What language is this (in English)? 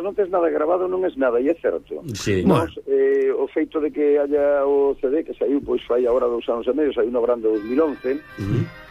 Galician